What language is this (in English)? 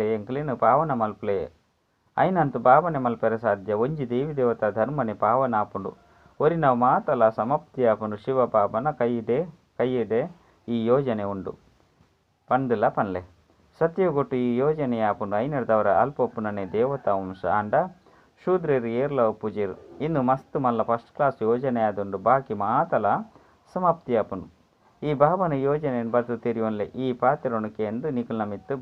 Tulu